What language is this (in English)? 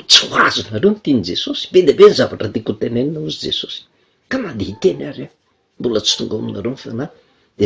Malagasy